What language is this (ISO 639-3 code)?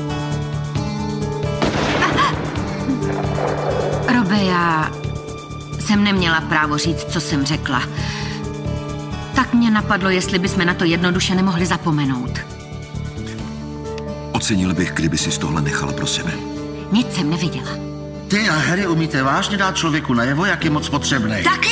ces